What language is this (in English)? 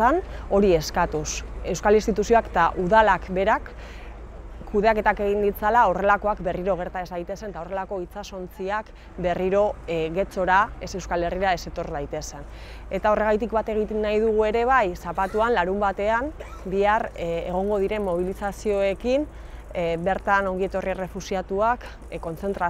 Basque